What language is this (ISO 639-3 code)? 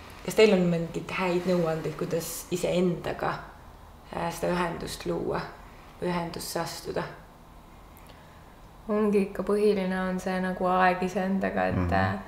est